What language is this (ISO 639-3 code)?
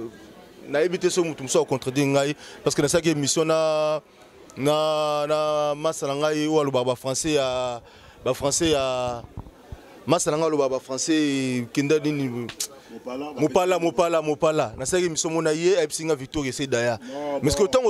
lin